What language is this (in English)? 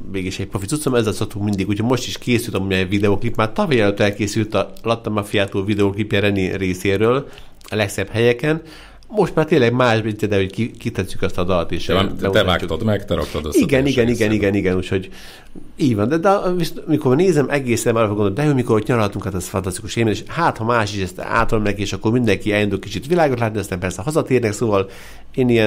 Hungarian